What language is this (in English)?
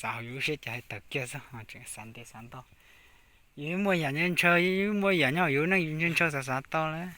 Hmong